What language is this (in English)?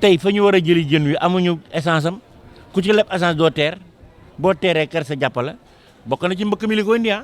Wolof